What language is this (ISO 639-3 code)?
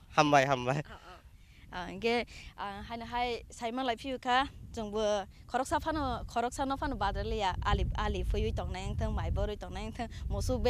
trp